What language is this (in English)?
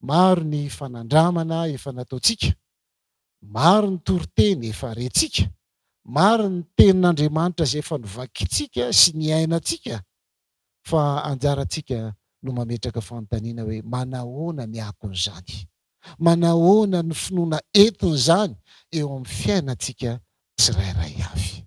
Malagasy